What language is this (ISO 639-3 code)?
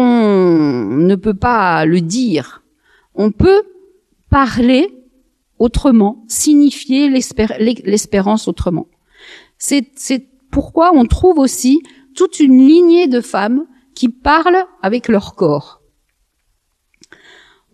fra